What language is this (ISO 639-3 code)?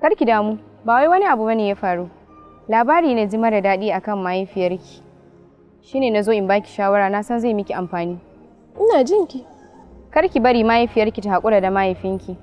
hau